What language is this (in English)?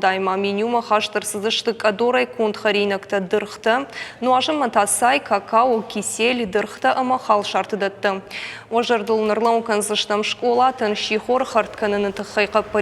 Ossetic